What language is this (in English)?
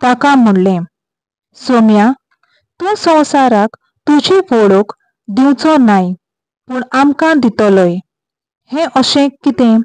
Konkani